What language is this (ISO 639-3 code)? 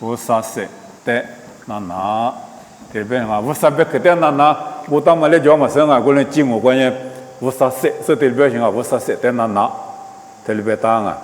lis